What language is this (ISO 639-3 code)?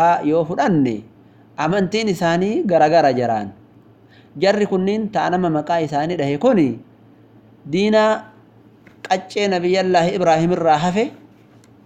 orm